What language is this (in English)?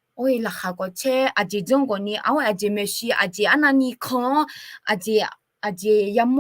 Akha